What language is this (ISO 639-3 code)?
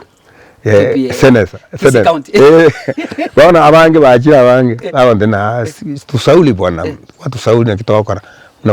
guz